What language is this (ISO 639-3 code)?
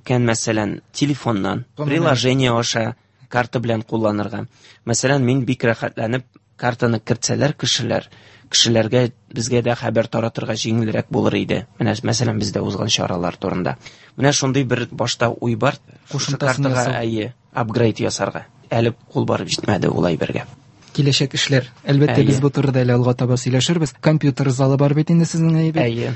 tat